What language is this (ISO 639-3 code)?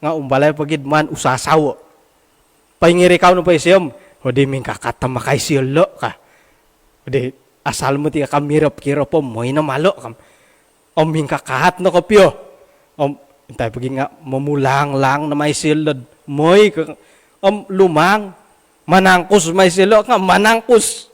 dtp